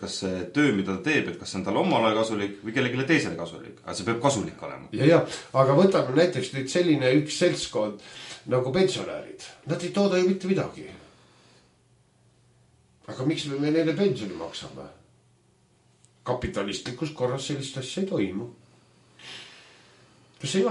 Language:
Estonian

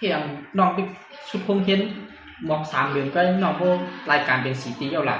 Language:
Shan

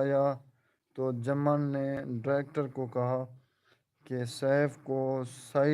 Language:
Saraiki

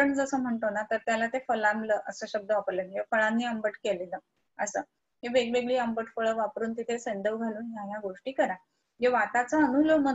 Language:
Marathi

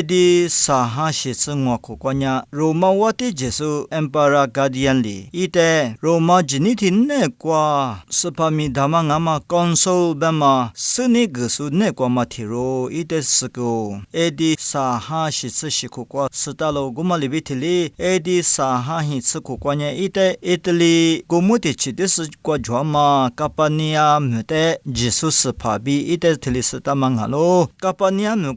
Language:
Lisu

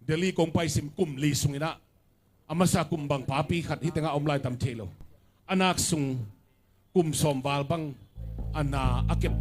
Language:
Tedim Chin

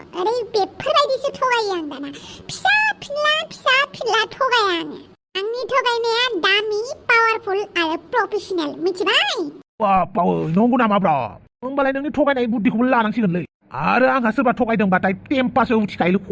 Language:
Bodo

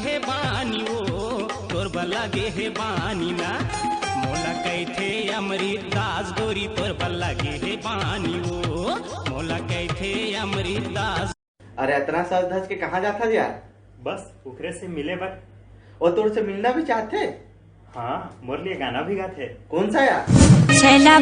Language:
Chhattisgarhi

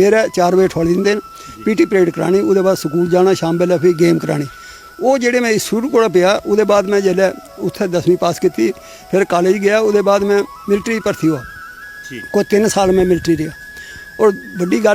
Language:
Dogri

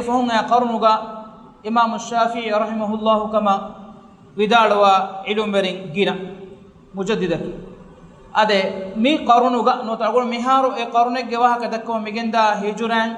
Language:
Divehi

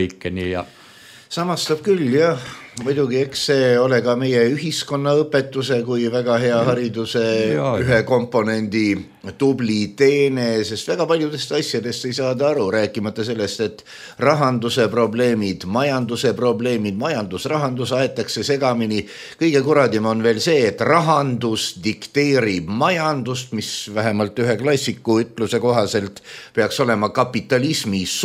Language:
Estonian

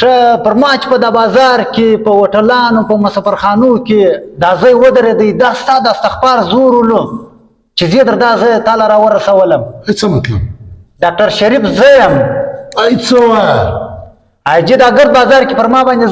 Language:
Pashto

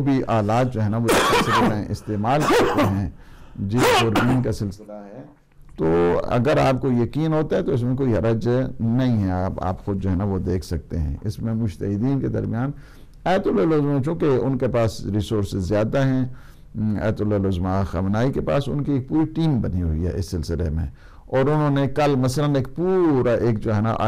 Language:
Urdu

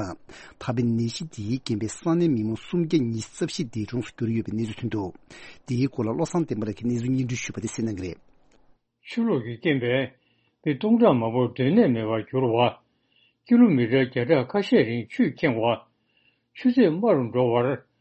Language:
Tibetan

